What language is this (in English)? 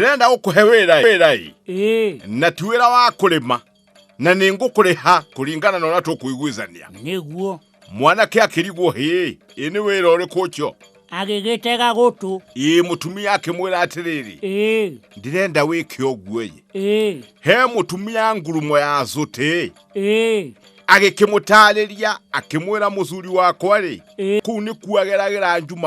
Kikuyu